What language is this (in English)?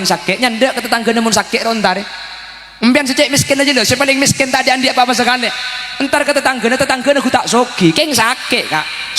Madurese